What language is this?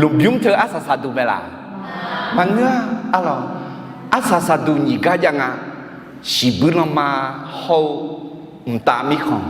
Akha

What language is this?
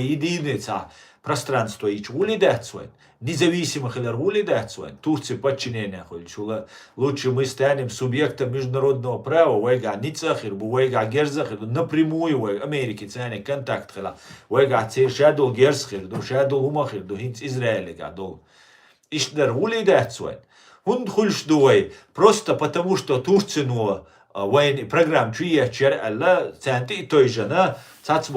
Chechen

